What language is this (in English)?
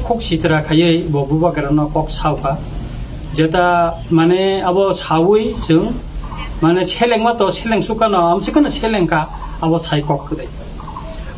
Kok Borok